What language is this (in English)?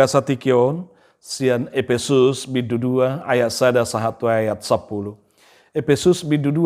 Batak Toba